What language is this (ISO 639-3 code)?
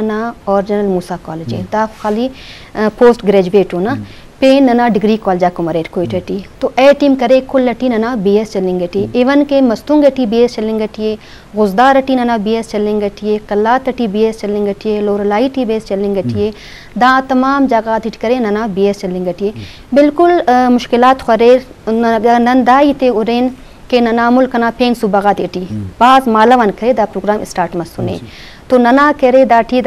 bgp